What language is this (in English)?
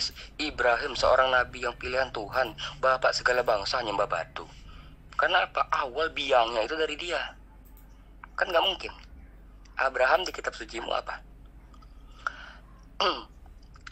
Indonesian